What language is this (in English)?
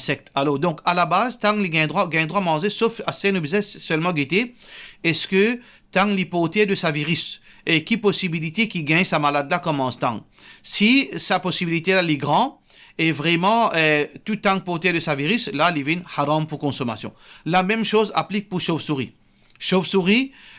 Morisyen